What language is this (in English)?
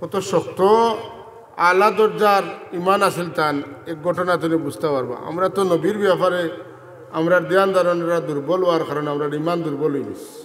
Sylheti